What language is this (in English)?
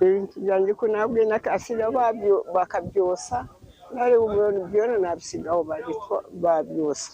Nyankole